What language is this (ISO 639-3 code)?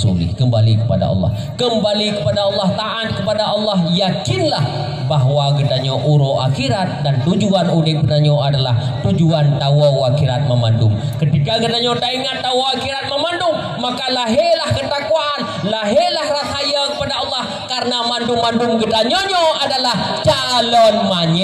ace